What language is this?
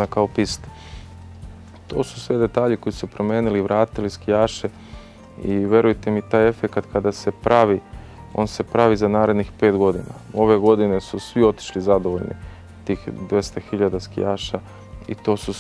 Serbian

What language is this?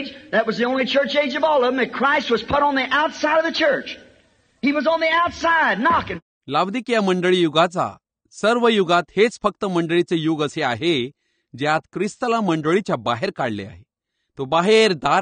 Marathi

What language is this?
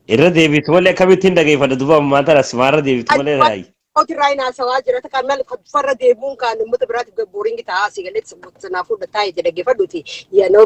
Oromo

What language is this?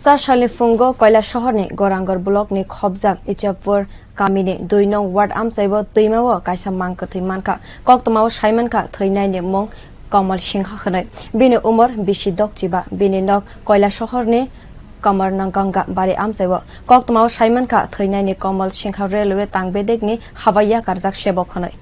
Kok Borok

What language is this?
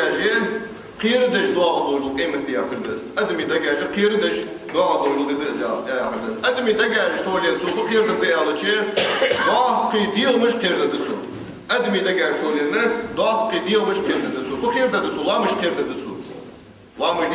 Ingush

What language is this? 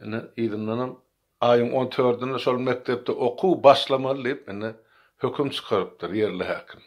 Turkmen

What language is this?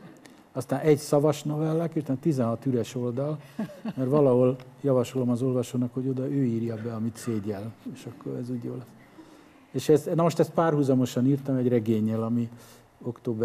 Hungarian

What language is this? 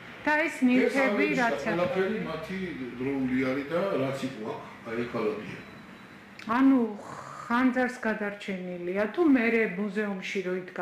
Georgian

